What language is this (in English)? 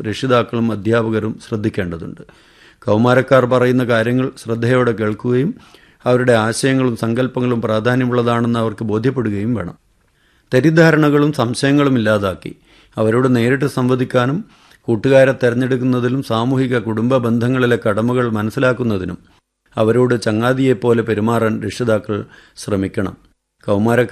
Malayalam